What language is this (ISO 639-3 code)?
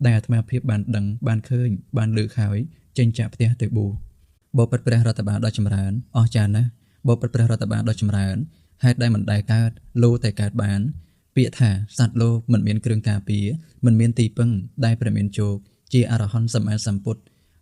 khm